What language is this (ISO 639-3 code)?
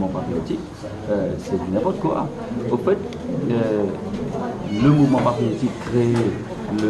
mfe